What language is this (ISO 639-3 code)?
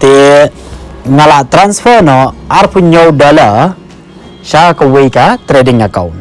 kha